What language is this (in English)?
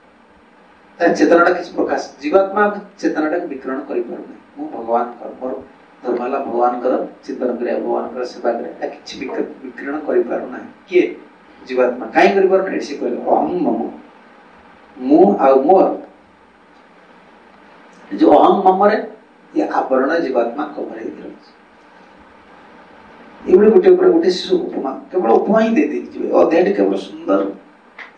Odia